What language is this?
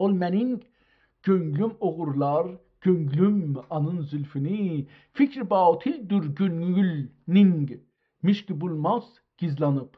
South Azerbaijani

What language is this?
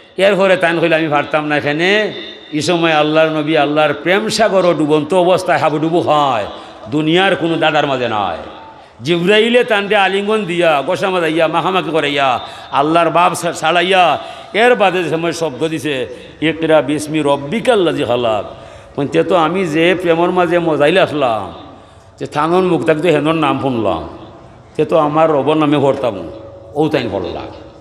Sylheti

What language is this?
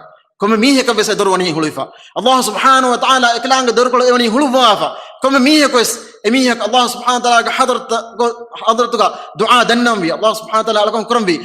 Divehi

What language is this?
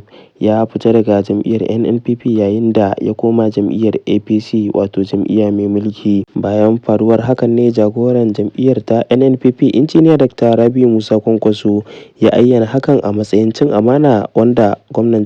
Hausa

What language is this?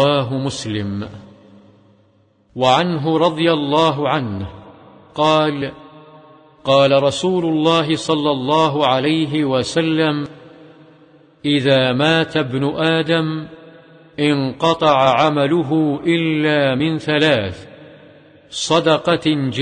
Arabic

